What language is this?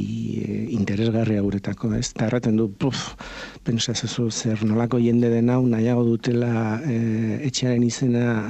Basque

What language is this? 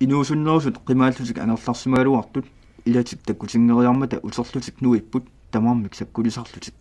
Kalaallisut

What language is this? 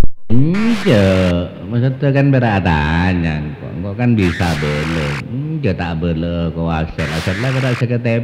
Madurese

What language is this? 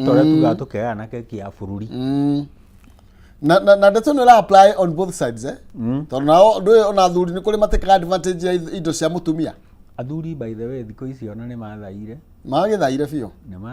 Kikuyu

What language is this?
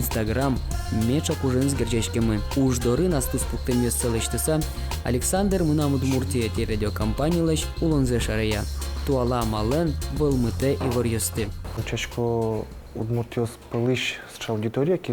Udmurt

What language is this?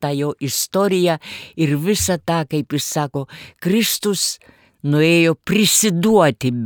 Lithuanian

